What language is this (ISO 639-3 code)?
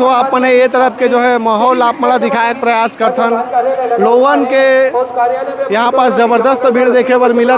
hne